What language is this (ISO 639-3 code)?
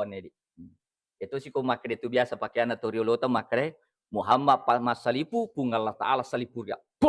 bug